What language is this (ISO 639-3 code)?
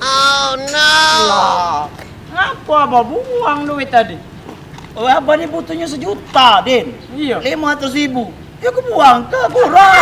mui